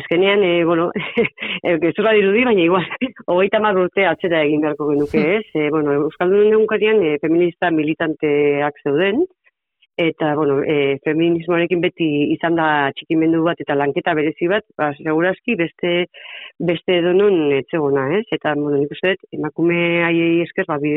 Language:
Basque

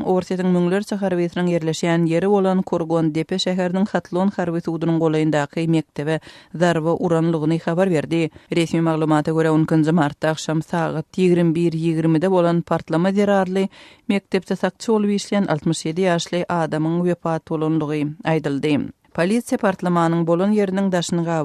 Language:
Turkmen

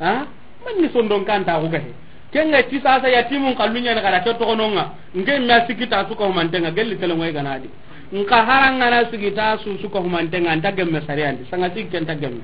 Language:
Soninke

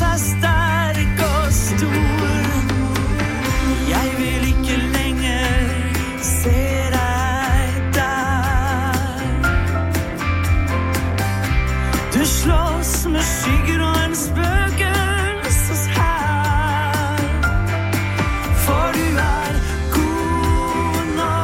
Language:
Norwegian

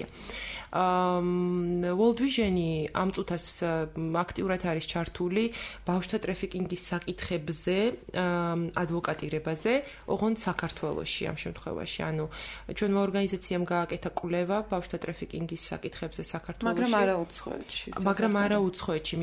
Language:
Georgian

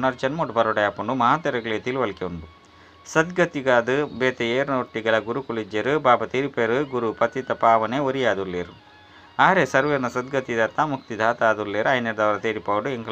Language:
Tulu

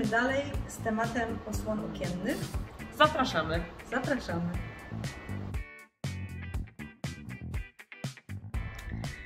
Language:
Polish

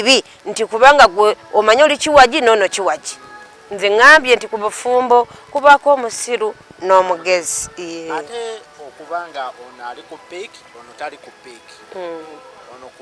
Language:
Ganda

